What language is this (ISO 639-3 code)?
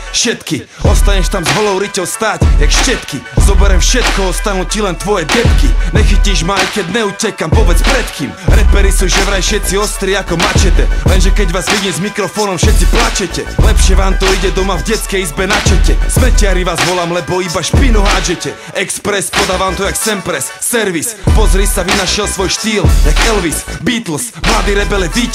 slk